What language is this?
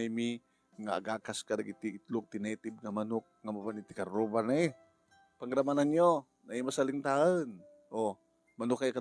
Iloko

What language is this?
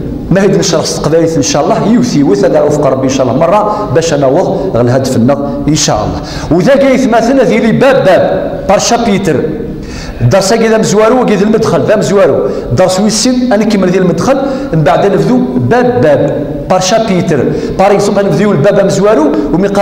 Kabyle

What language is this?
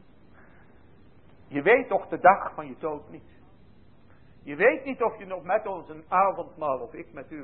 Dutch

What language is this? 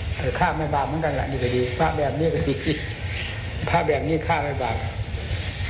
Thai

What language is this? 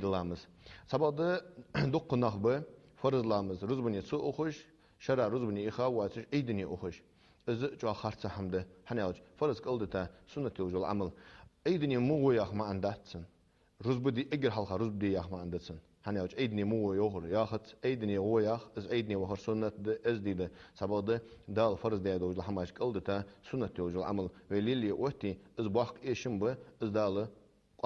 Ingush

